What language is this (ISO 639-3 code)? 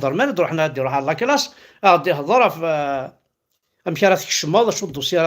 kab